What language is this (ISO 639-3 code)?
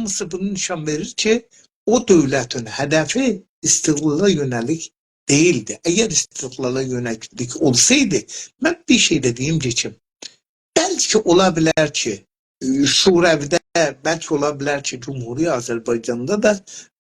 azb